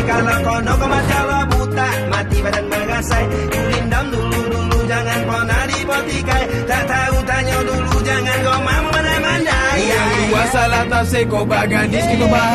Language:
Malay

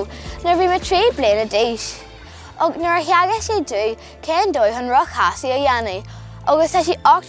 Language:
Irish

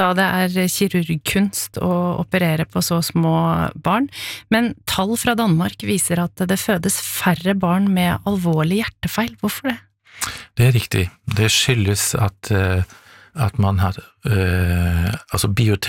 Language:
Norwegian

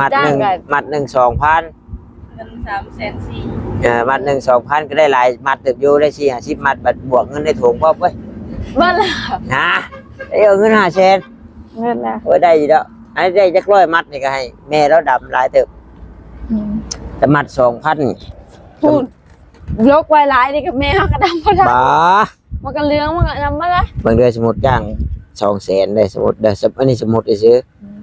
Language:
Northeastern Thai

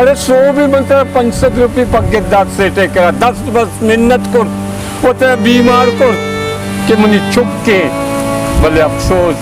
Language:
Baluchi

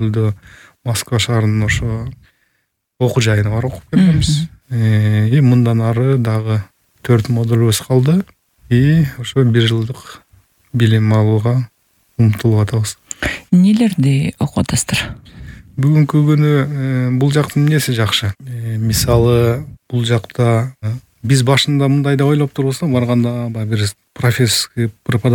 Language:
Kyrgyz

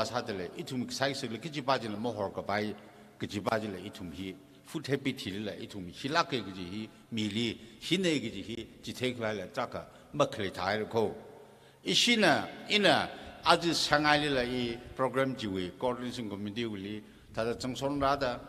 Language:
Tangkhul Naga (India)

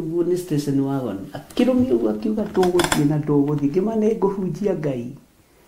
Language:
Kikuyu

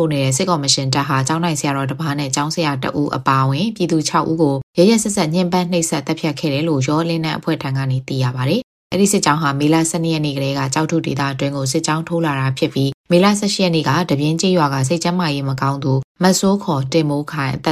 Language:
Burmese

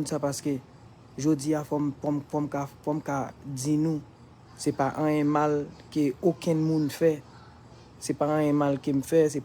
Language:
Haitian Creole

